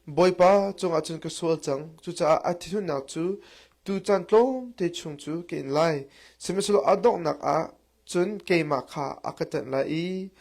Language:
Hakha Chin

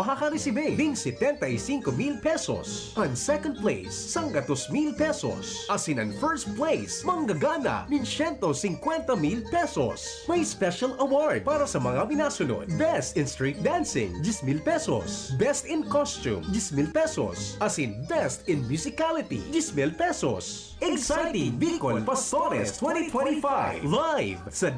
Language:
Bikol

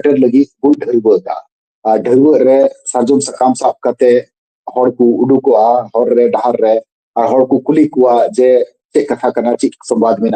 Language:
Santali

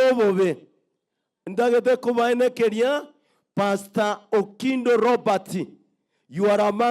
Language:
Gusii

